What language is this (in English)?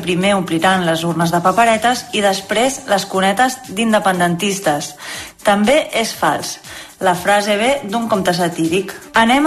Catalan